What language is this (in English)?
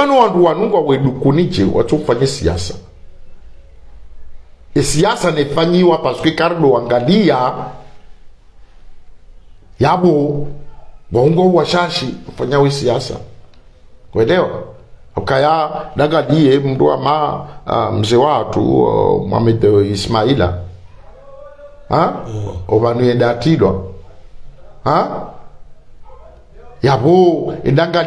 Swahili